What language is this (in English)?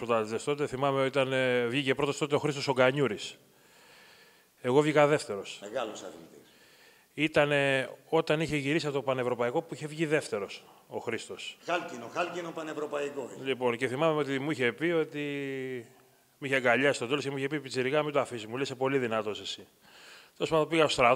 Greek